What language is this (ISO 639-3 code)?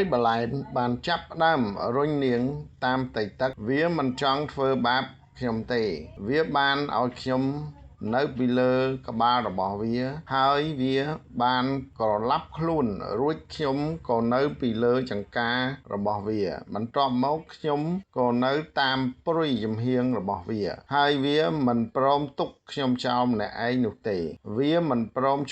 khm